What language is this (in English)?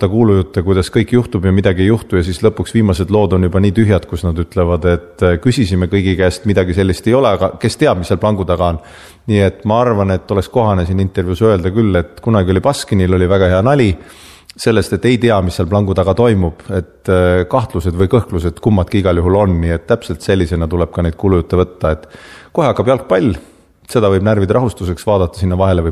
Estonian